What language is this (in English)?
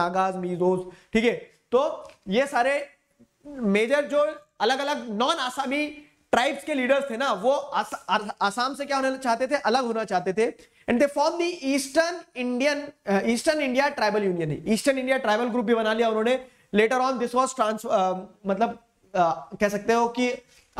Hindi